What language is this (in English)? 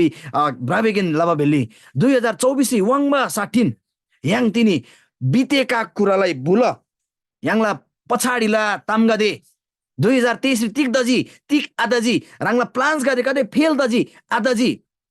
Eastern Tamang